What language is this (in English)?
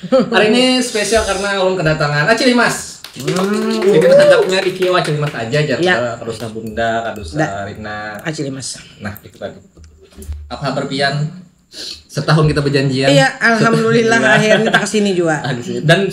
Banjar